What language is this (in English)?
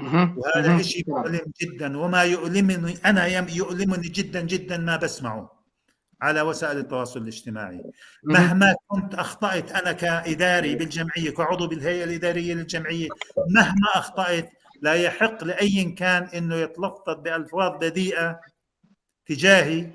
North Levantine Arabic